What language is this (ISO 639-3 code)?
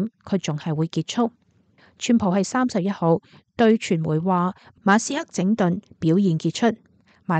yue